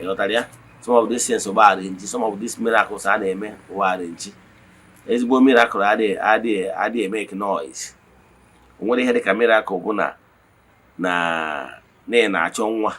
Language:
Igbo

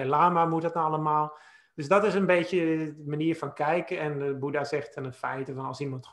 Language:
Dutch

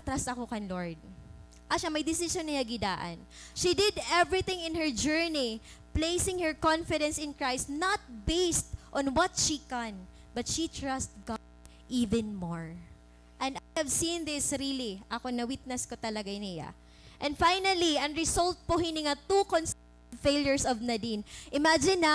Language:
Waray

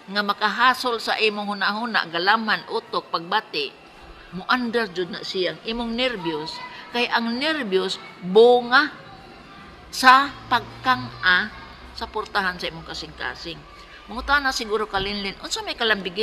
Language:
Cebuano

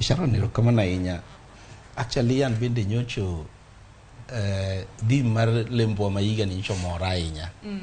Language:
Luo (Kenya and Tanzania)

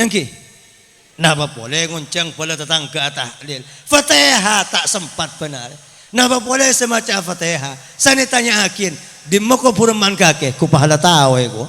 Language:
Madurese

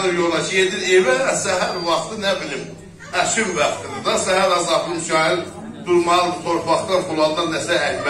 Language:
South Azerbaijani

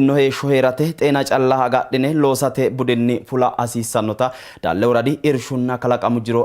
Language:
Sidamo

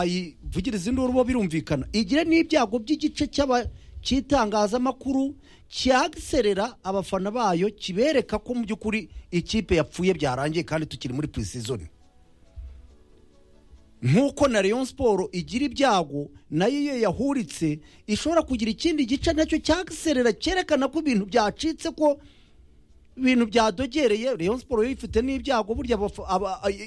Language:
Kinyarwanda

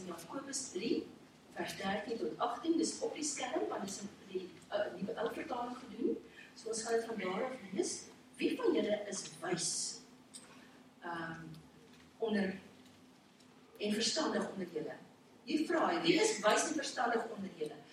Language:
Afrikaans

